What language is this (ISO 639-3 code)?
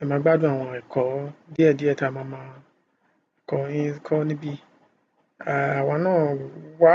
yor